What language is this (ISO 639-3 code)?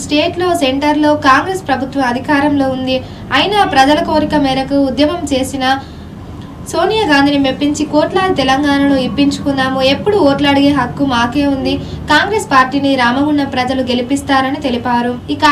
tel